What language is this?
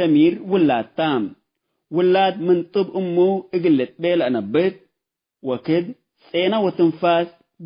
Tigre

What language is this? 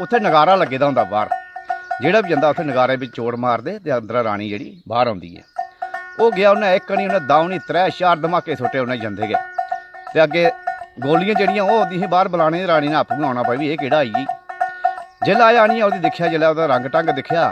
Dogri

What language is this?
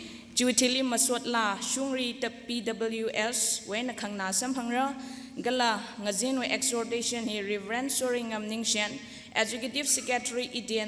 Tangkhul Naga (India)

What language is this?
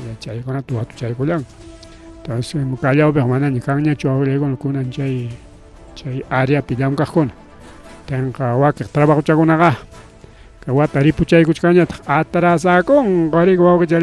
Ayacucho Quechua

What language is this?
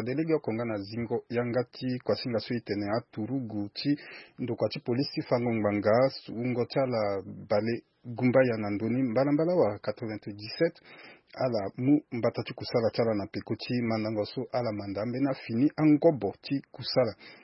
Sango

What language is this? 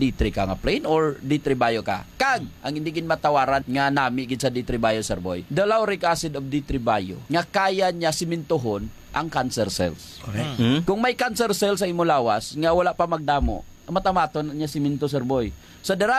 Hiligaynon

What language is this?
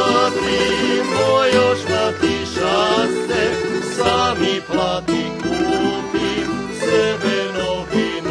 Rusyn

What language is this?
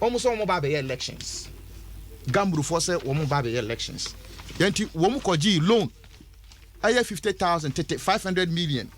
Akan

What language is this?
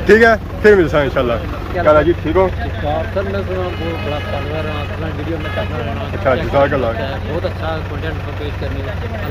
Pahari-Potwari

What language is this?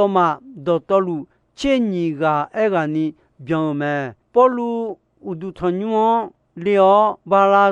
Akha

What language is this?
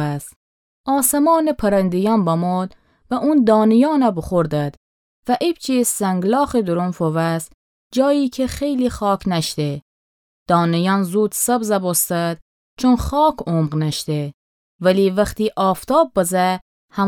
Gilaki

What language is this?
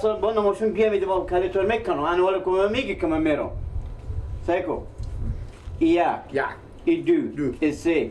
Persian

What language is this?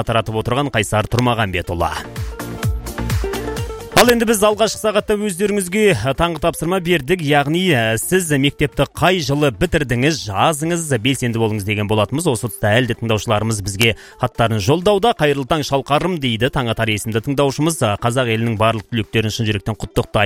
Kazakh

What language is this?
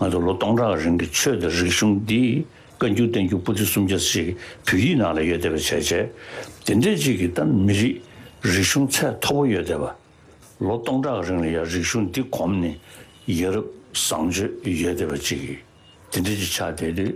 Tibetan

